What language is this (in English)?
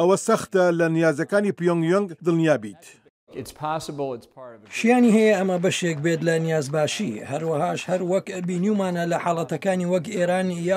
Central Kurdish